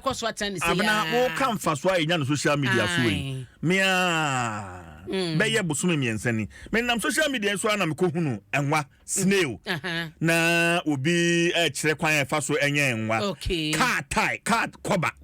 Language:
Akan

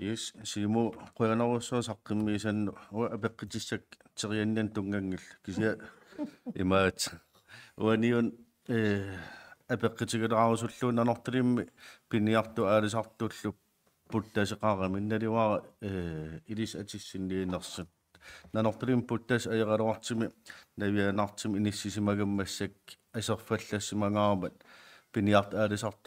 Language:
Kalaallisut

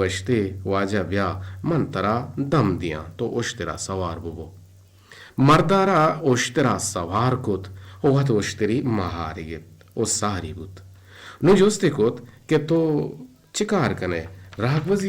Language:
Eastern Balochi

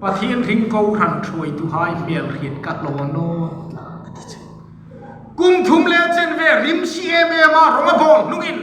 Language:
Hmar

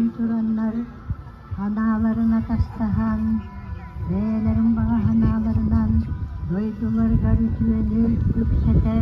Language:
Yakut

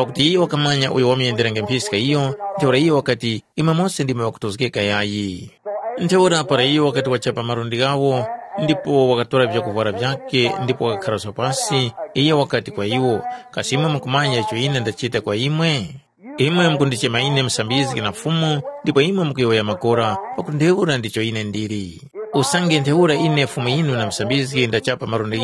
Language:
Tumbuka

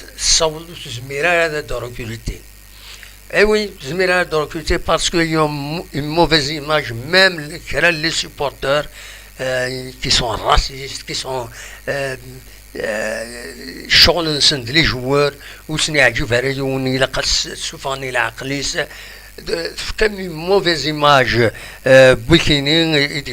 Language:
Kabyle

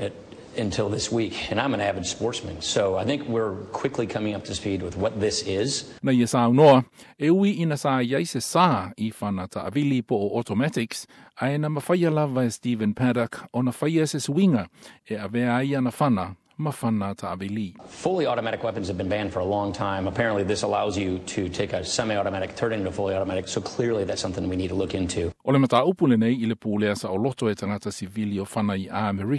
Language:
Samoan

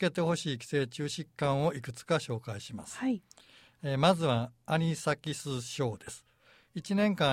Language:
Japanese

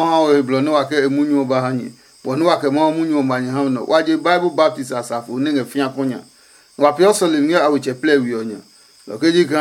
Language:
Adangme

